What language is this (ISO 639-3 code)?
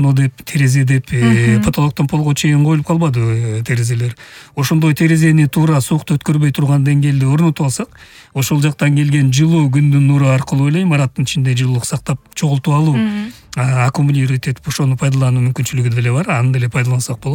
kir